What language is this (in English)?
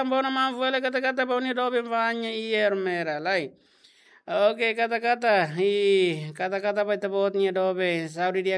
Tetum